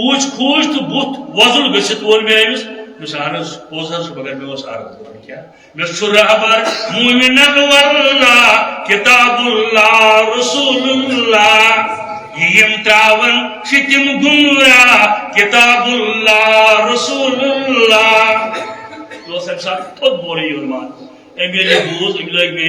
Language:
Kashmiri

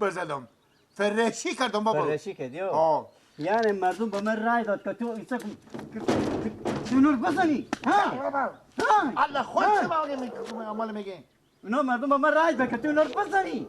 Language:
Persian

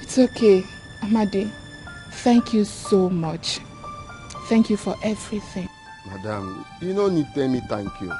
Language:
Nigerian Pidgin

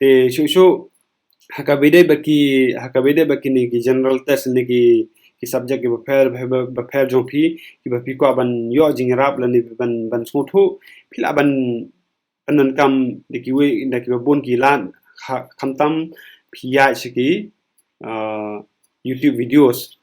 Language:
Khasi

